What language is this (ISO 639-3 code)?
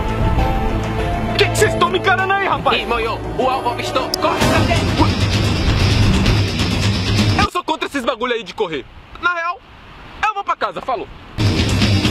por